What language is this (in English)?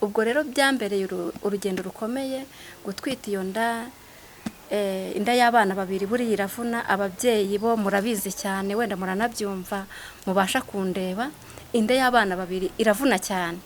Kinyarwanda